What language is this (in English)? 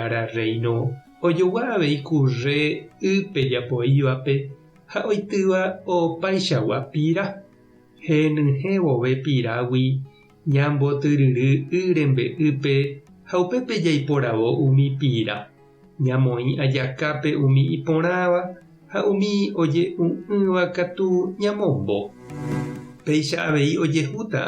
Guarani